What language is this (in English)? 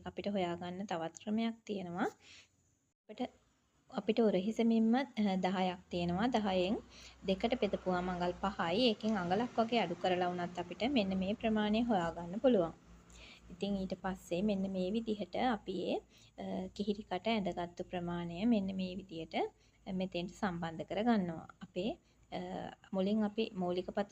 Sinhala